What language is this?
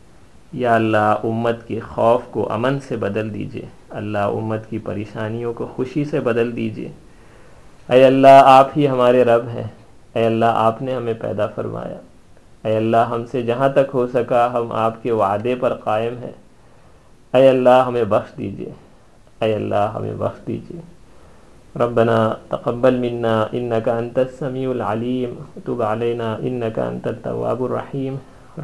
Urdu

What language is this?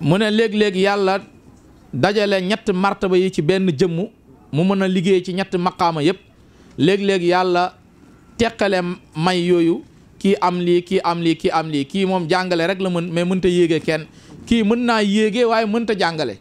Wolof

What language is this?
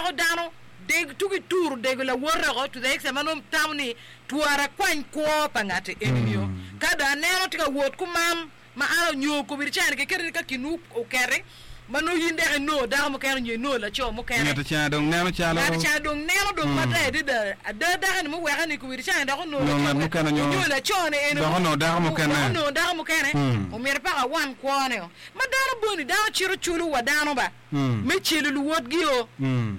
Acoli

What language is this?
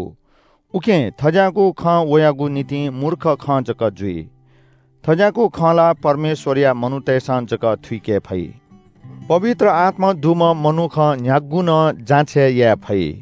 Newari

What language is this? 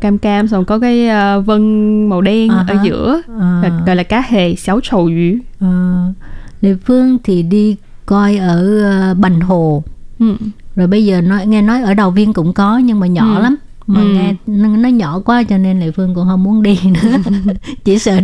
Vietnamese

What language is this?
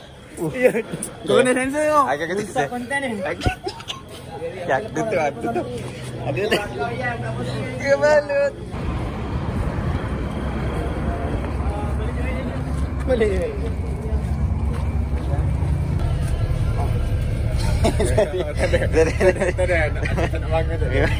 Malay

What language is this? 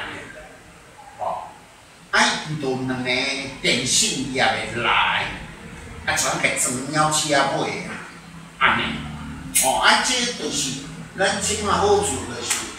Min Nan Chinese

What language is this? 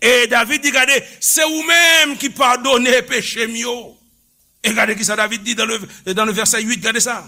Haitian Creole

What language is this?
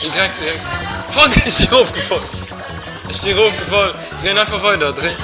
Luxembourgish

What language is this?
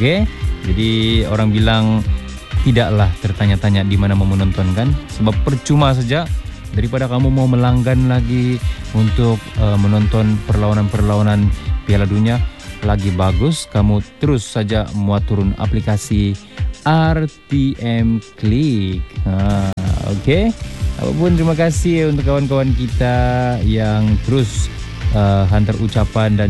Malay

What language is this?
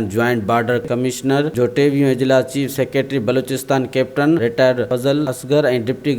Sindhi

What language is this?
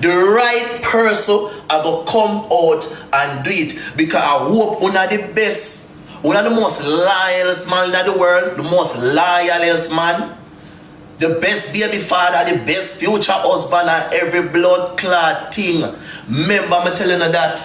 Jamaican Creole English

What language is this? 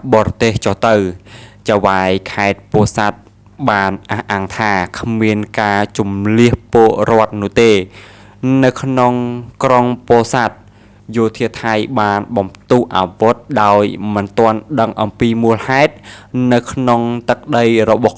Khmer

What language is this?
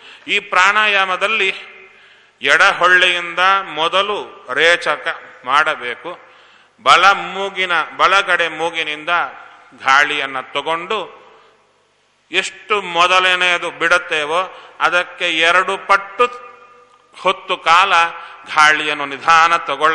Kannada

